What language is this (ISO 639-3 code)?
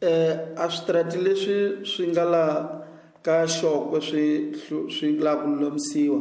tso